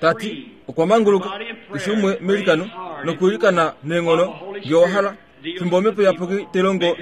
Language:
Kuanyama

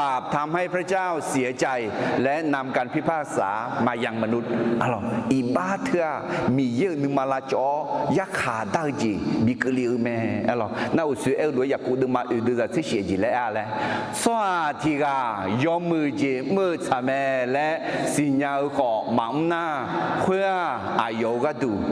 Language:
Akha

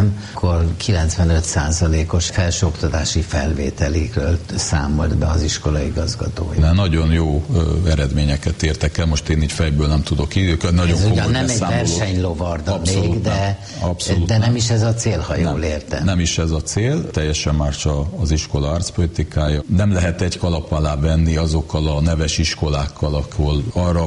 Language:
Hungarian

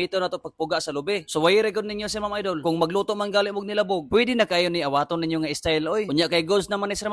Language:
Cebuano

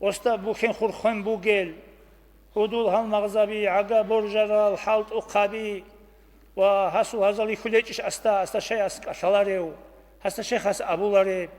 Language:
Avaric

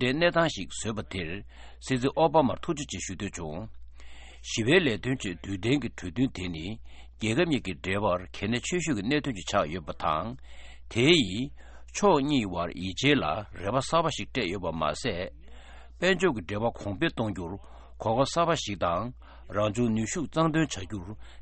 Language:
Tibetan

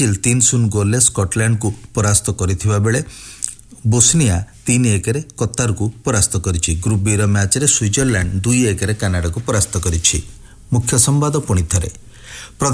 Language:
Odia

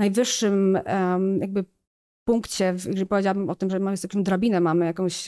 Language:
Polish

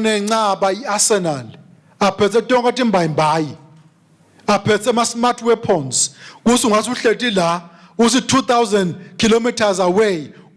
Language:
Swati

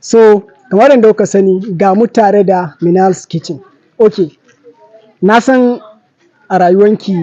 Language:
Hausa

